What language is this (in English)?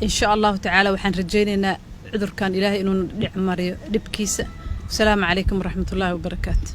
Somali